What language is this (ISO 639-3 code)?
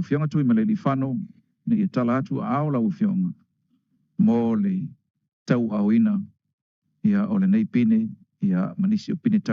smo